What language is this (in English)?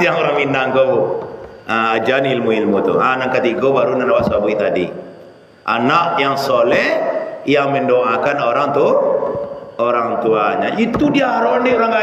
Minangkabau